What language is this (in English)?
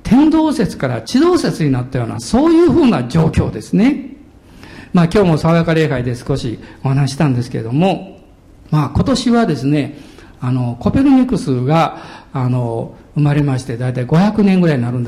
Japanese